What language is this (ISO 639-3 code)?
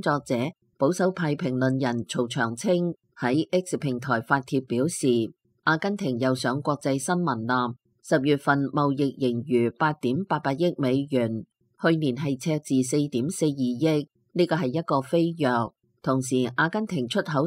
yue